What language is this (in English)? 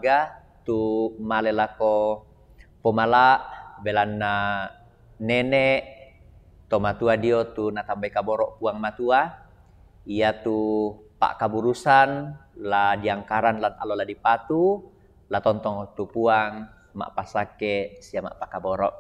Toraja-Sa'dan